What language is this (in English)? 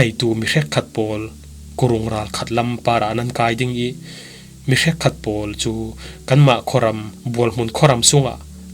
Falam Chin